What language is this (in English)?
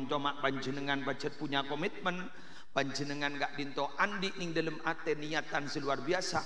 Madurese